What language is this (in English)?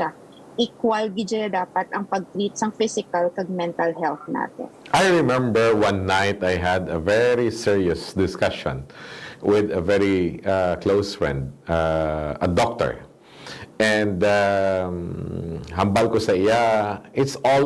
Hiligaynon